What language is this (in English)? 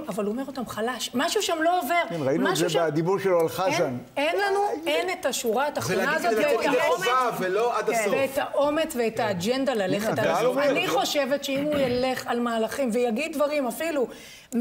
Hebrew